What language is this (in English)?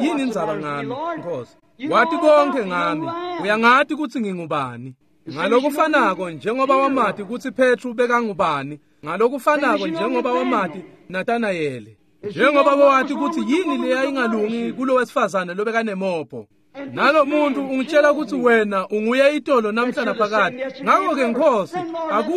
Swati